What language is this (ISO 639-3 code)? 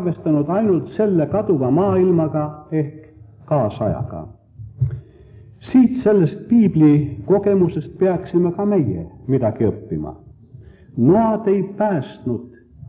est